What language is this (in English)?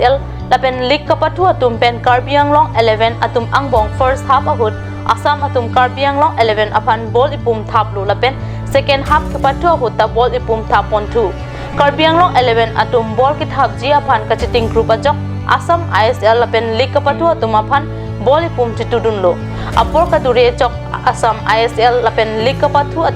Karbi